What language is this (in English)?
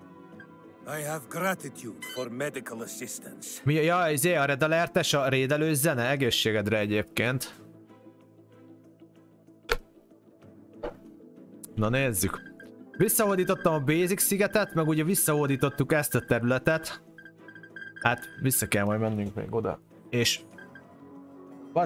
Hungarian